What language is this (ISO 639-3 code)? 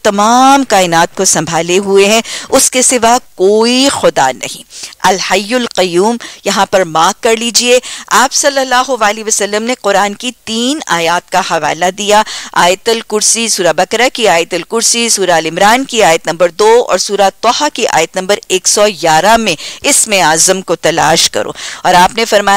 urd